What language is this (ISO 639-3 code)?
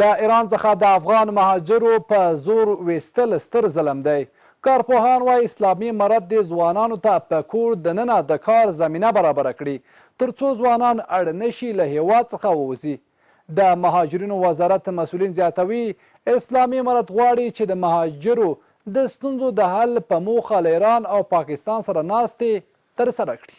pus